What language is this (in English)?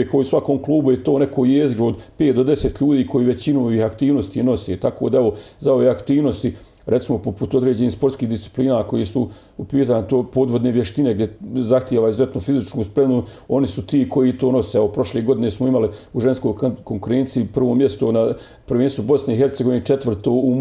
Bosnian